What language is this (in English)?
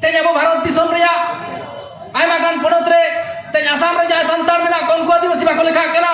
Santali